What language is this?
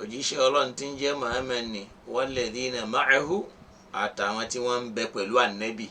Yoruba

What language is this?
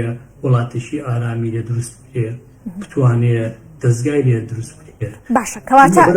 Central Kurdish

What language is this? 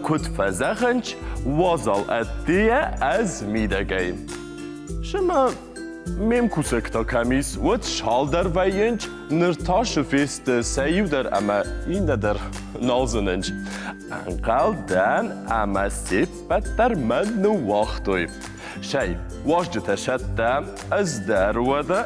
Ossetic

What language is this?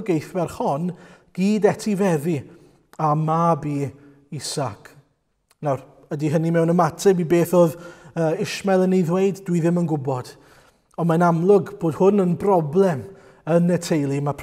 Welsh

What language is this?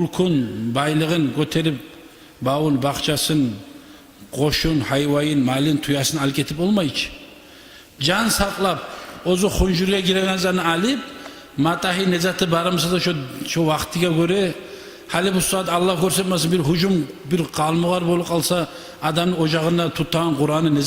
Kumyk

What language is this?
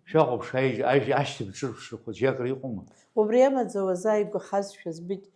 Abkhazian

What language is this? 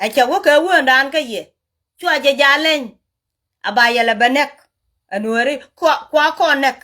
Nuer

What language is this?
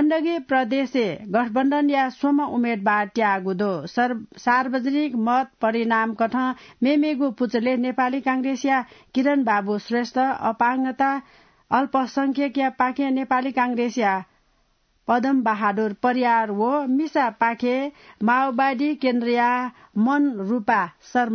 Newari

